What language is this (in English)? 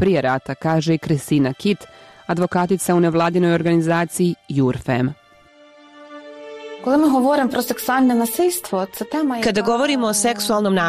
Bosnian